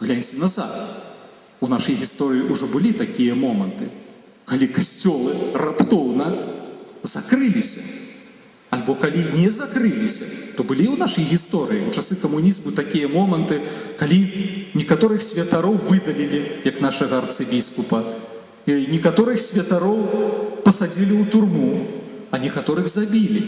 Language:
Belarusian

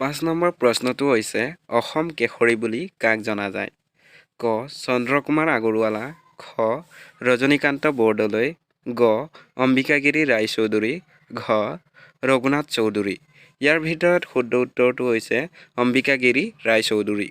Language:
Assamese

